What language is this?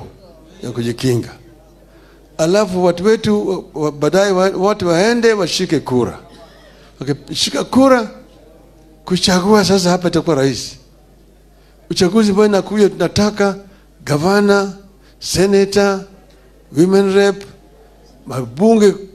Swahili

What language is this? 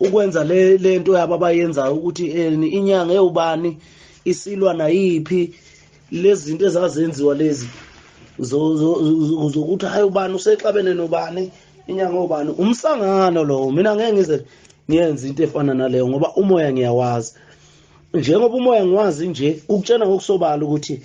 Zulu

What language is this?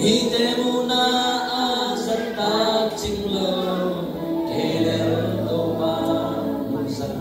Tedim Chin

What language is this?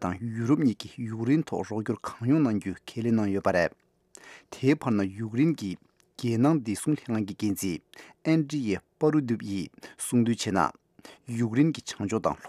Tibetan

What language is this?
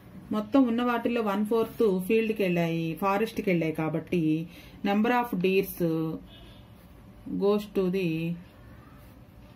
Telugu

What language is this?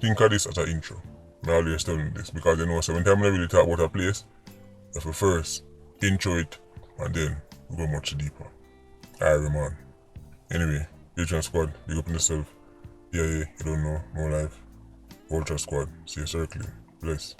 Jamaican Creole English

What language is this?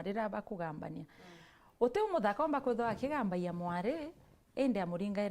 Meru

